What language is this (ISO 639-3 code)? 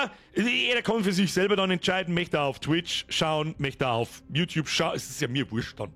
bar